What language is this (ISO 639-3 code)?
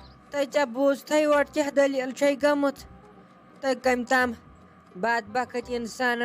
kas